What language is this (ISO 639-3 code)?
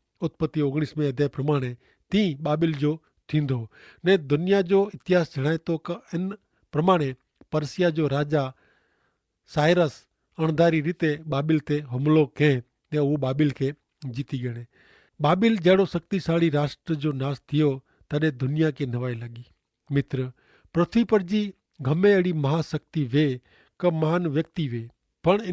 kfr